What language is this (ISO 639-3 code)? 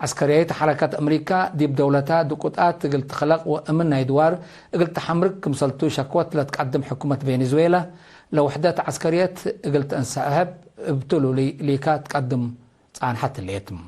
tig